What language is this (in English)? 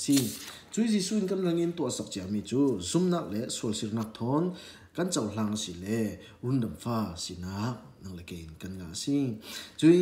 Falam Chin